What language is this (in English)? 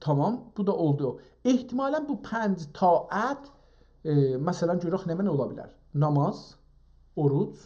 South Azerbaijani